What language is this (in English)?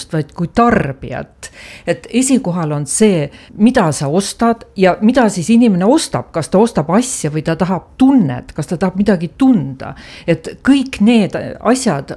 Estonian